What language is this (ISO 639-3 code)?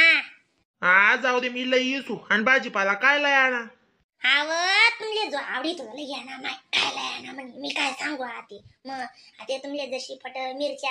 khn